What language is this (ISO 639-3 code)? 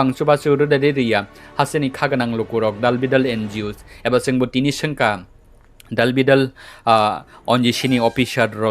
trp